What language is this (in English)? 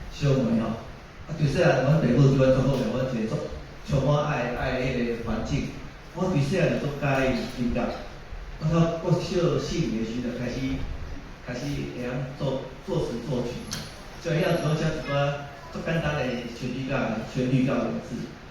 Min Nan Chinese